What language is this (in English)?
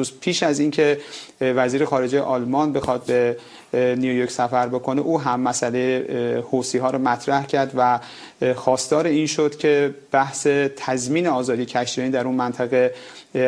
Persian